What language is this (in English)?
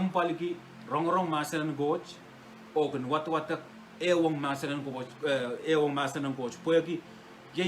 Pohnpeian